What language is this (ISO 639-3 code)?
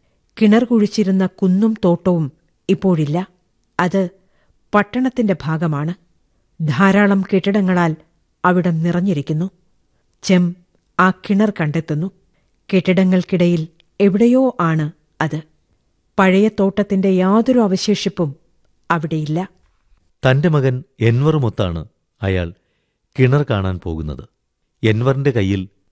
mal